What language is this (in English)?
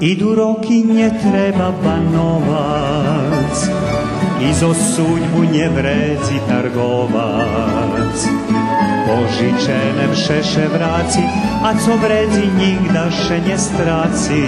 Rusyn